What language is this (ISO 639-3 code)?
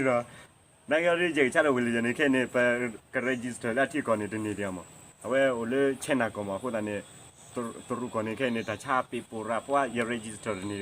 ksw